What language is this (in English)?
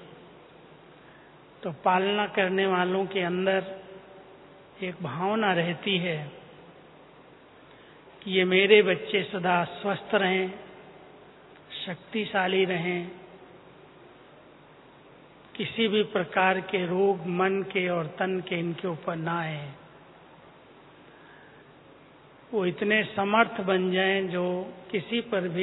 Hindi